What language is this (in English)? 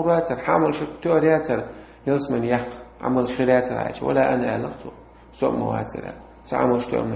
Chechen